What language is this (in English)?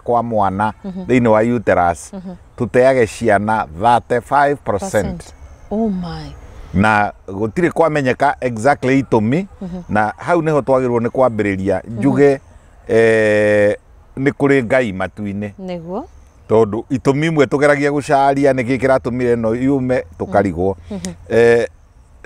Kikuyu